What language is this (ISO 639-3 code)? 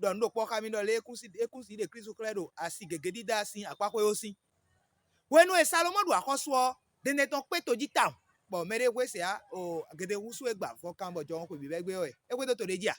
fon